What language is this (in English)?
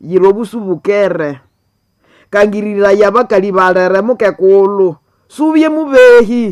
Nande